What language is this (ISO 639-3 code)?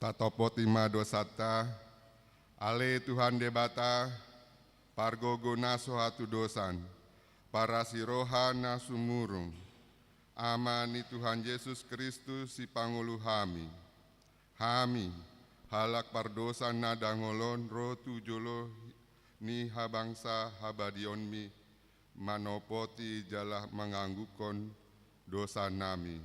bbc